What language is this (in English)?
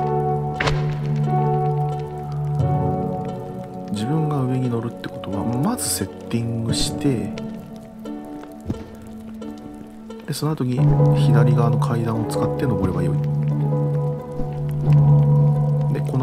Japanese